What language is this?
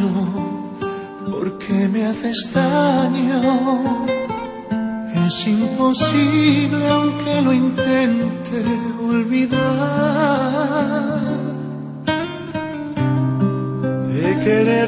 Spanish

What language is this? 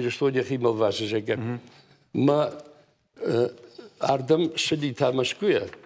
Ossetic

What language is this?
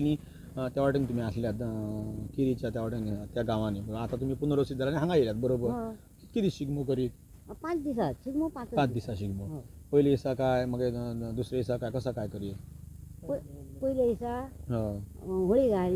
Konkani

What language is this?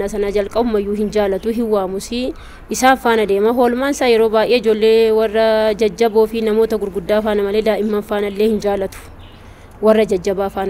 Oromo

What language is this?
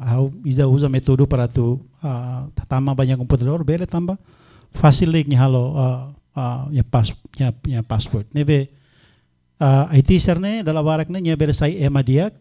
Tetum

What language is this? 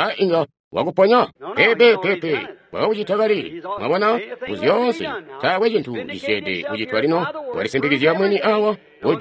Tonga (Zambia)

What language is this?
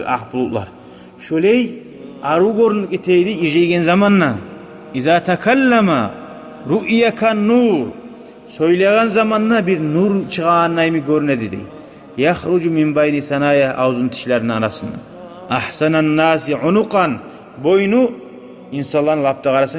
Kumyk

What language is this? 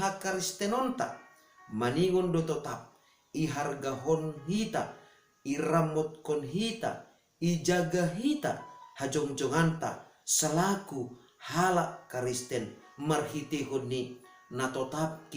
Batak Simalungun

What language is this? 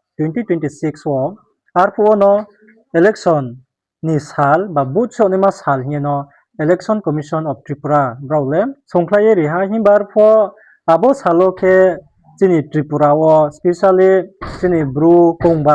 Riang (India)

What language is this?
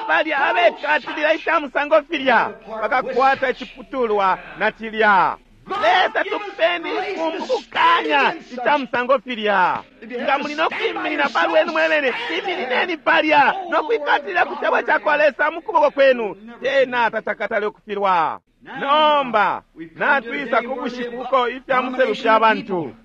Bemba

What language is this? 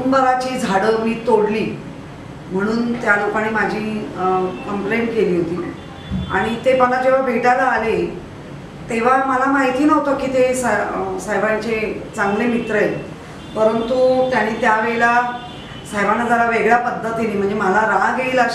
Marathi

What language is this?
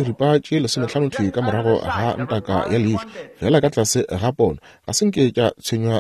Northern Sotho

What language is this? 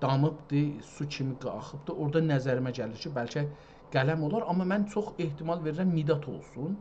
South Azerbaijani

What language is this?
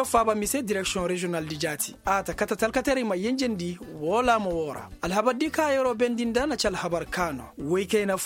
Koyraboro Senni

